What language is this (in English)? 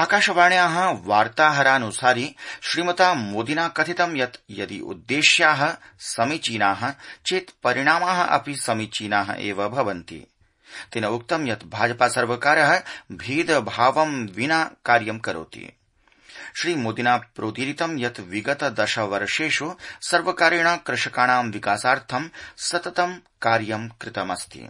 Sanskrit